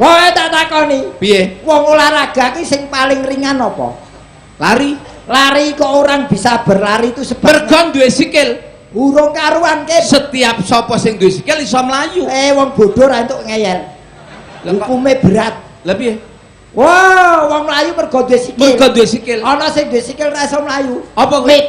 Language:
Javanese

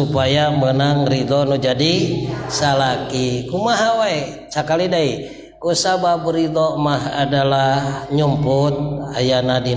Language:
Sundanese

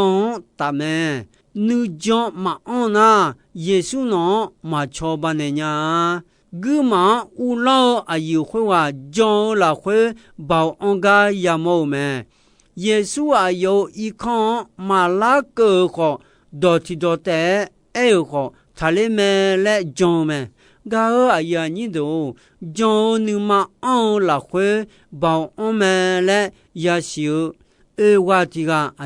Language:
Akha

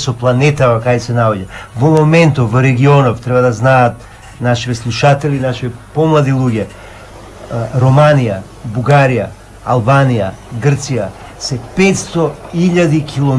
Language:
Macedonian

